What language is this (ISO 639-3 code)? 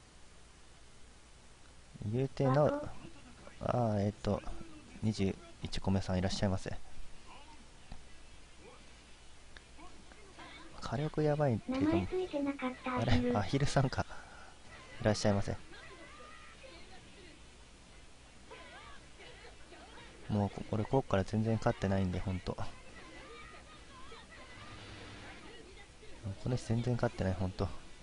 jpn